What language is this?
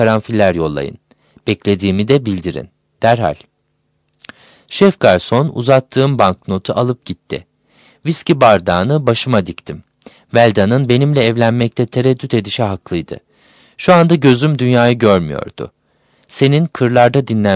Turkish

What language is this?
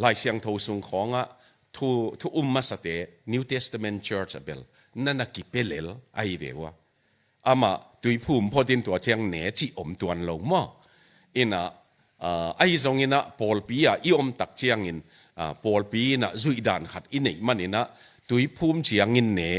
Tedim Chin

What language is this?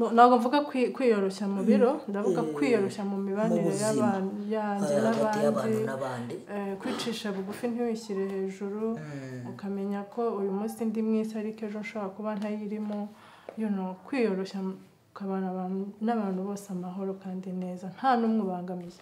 Kinyarwanda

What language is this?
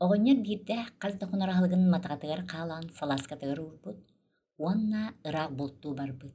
Yakut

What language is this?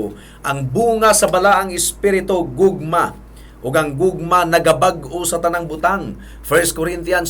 Cebuano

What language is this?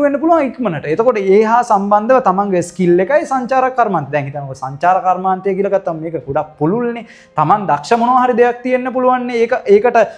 Sinhala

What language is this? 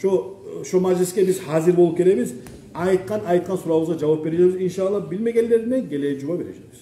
Kumyk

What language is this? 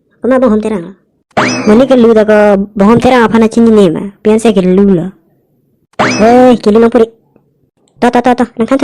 Karbi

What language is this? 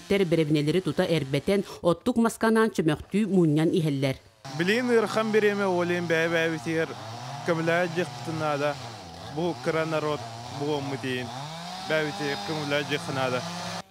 Yakut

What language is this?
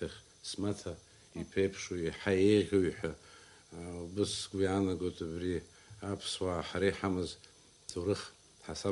Abkhazian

